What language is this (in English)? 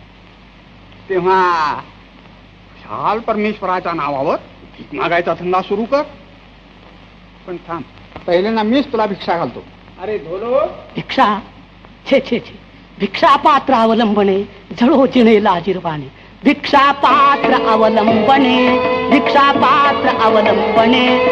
Marathi